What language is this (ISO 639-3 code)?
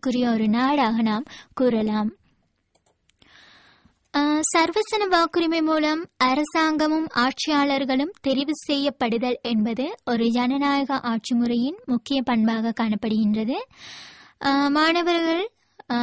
tam